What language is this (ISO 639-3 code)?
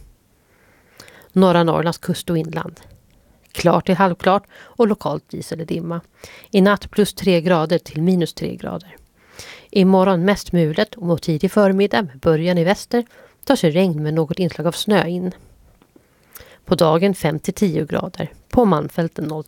swe